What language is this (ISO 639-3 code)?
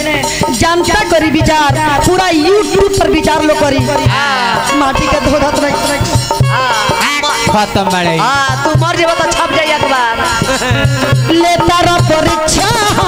bho